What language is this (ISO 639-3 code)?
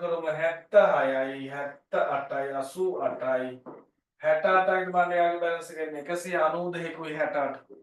sin